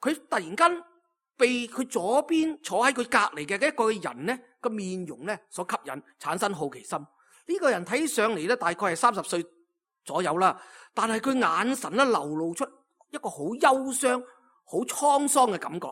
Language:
Cantonese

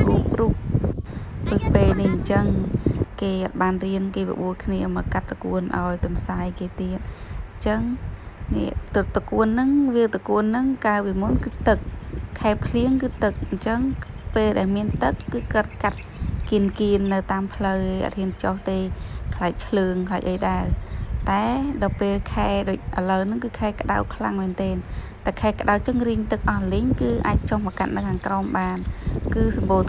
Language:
Khmer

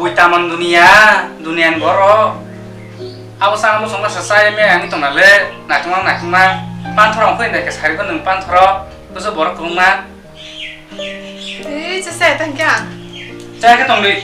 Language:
Kok Borok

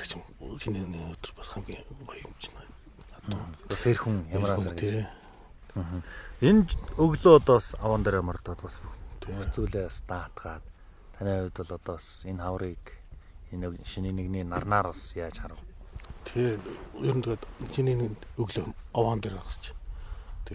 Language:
Mongolian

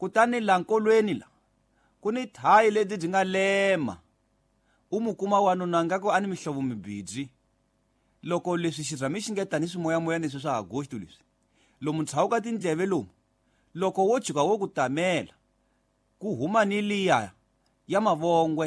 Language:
Tsonga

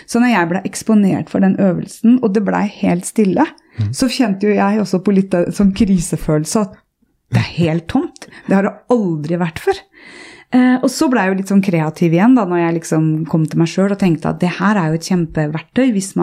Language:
Norwegian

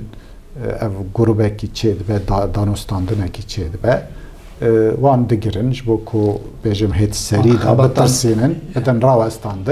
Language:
Kurdish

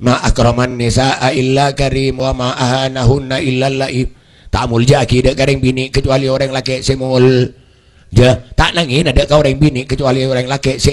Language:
Madurese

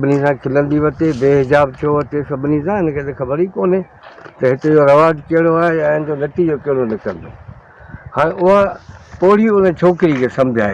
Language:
Sindhi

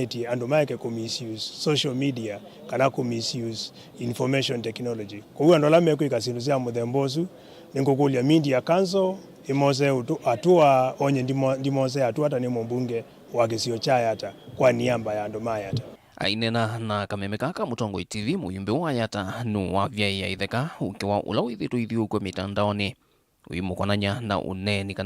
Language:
Kamba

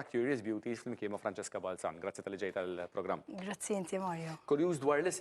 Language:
Maltese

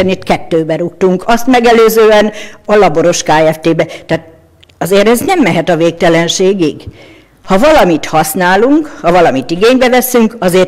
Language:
Hungarian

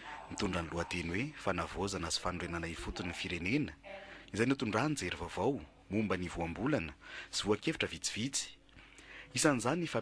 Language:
Malagasy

